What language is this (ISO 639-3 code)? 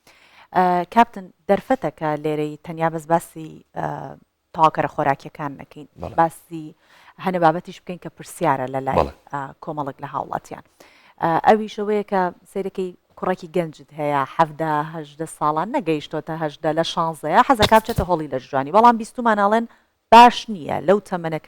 ckb